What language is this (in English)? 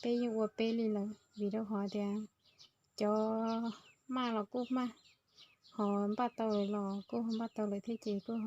Hmong